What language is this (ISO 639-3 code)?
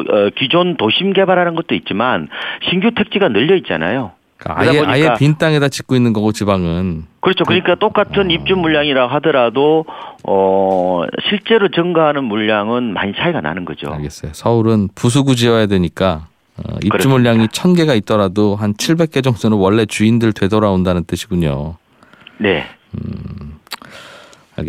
kor